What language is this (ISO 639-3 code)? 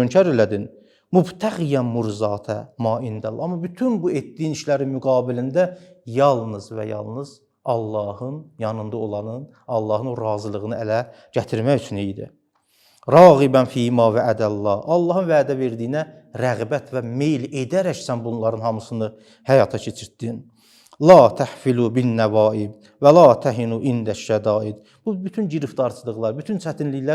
aze